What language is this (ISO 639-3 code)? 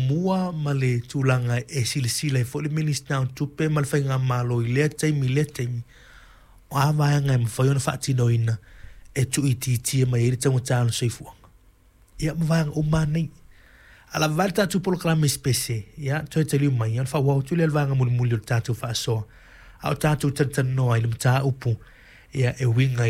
smo